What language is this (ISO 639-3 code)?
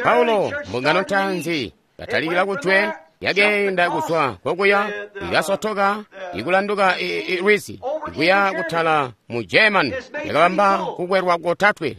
toi